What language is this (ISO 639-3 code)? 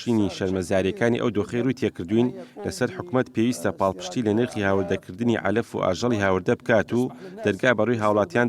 ckb